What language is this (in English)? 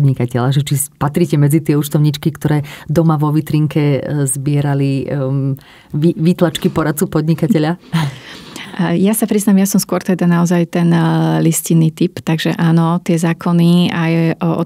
Slovak